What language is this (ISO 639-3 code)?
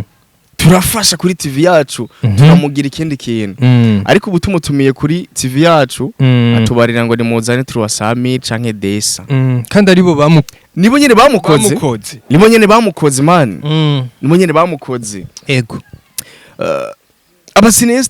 run